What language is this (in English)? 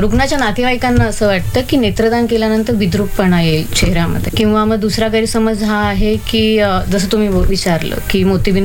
Marathi